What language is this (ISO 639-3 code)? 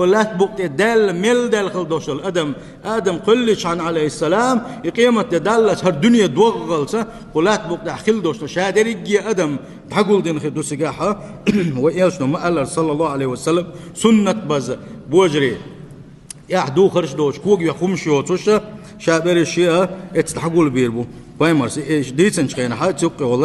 che